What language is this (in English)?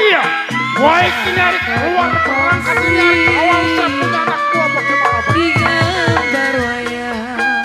Betawi